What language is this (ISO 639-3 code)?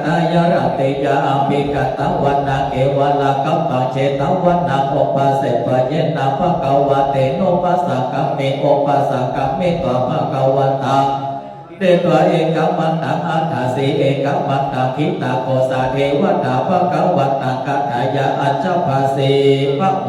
pli